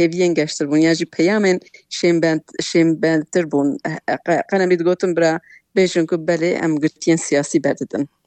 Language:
Kurdish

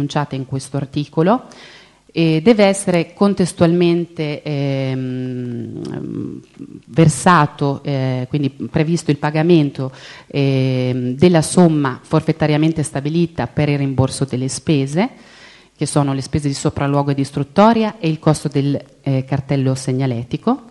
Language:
Italian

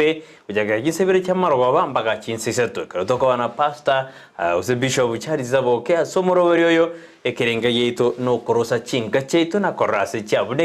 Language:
Gusii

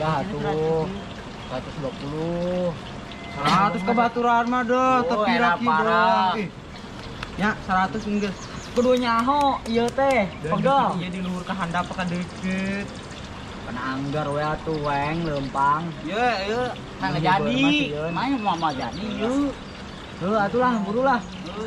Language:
Sundanese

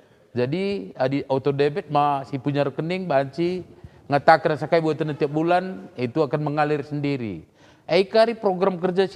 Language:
Batak Karo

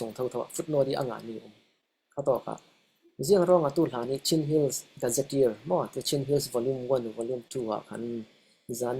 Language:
Falam Chin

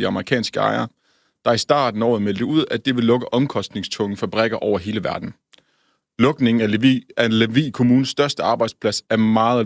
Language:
Danish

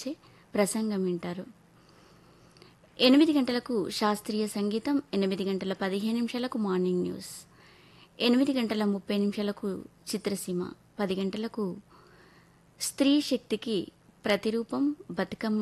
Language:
Telugu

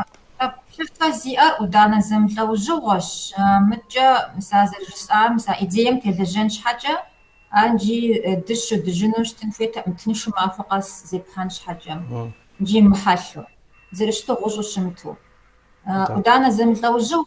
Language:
Kabardian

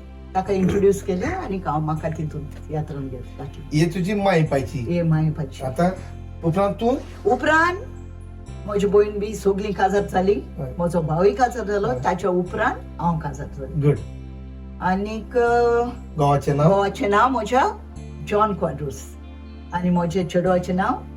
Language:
Konkani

